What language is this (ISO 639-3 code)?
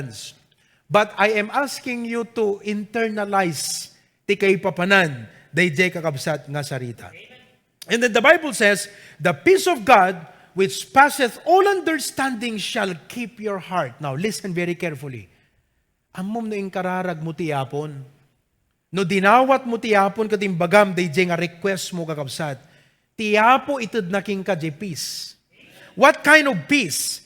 ilo